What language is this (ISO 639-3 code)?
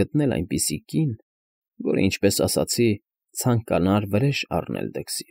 hye